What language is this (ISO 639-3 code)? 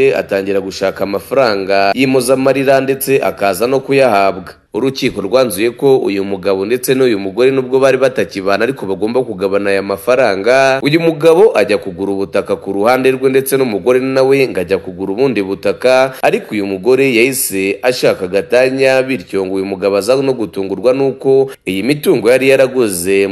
kin